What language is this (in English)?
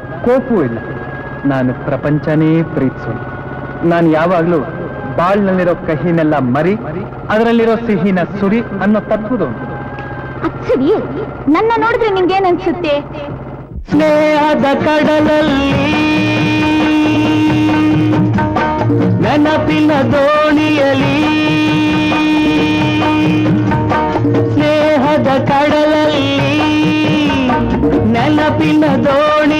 Kannada